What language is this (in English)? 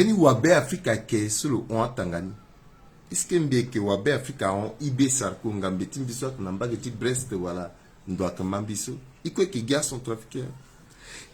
Sango